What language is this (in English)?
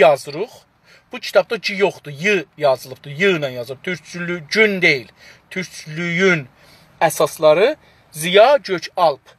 South Azerbaijani